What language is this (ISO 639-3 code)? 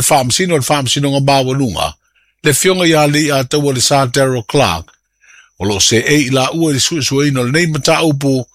smo